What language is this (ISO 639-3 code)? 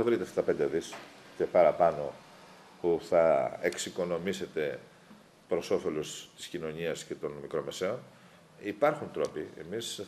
ell